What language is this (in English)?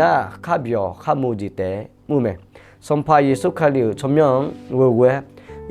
Akha